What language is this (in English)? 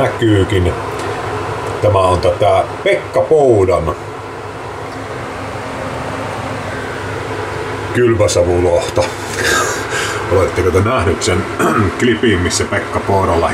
Finnish